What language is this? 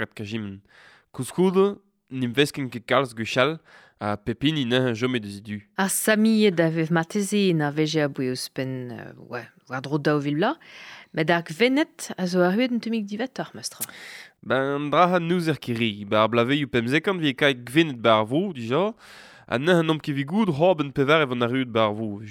Breton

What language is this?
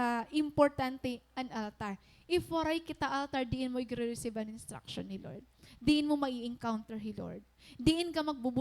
Waray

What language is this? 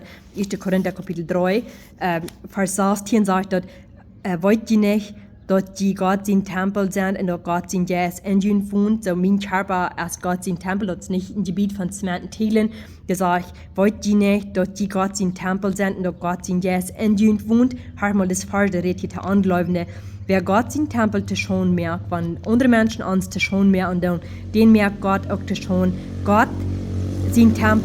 Plautdietsch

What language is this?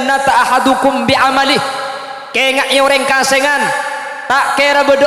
Madurese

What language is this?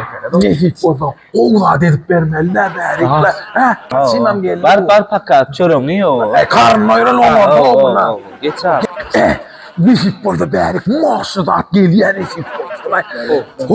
Turkmen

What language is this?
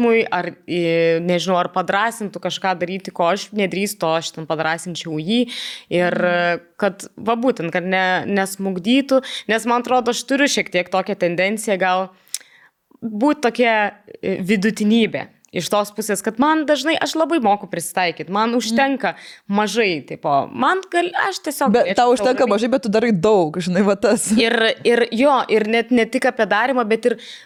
Lithuanian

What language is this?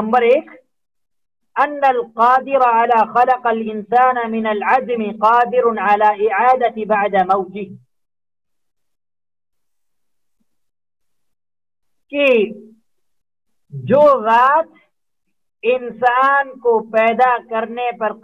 Urdu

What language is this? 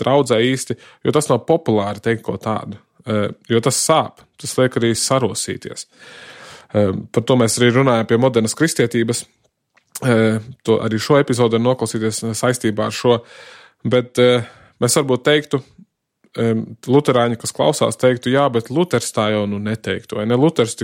Latvian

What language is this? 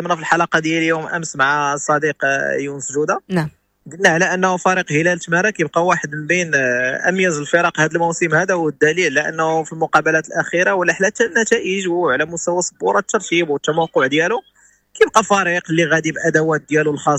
Moroccan Arabic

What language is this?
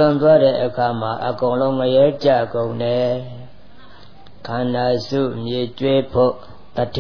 Burmese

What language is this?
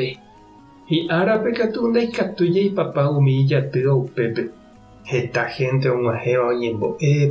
Guarani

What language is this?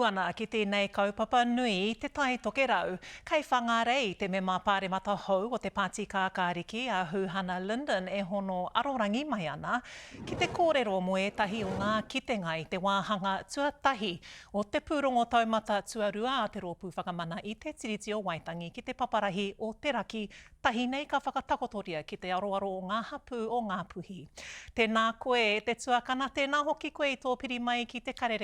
Māori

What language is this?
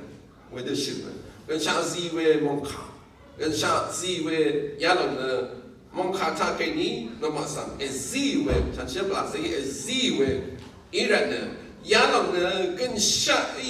Rawang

